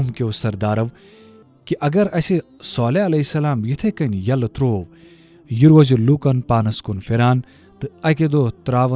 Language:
Kashmiri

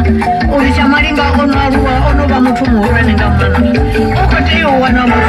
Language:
Venda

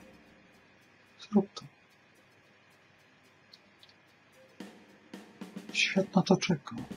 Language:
Polish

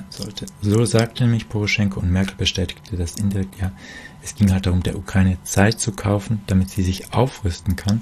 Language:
German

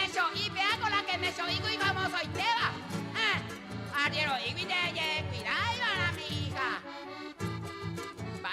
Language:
Guarani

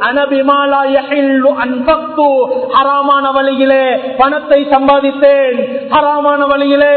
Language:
Tamil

